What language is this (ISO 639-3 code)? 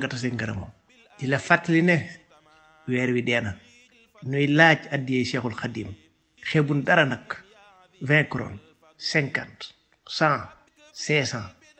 wol